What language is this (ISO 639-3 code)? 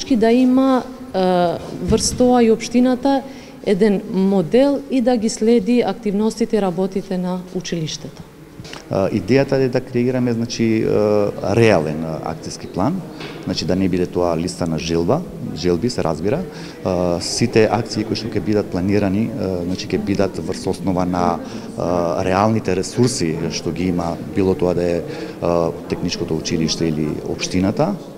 mkd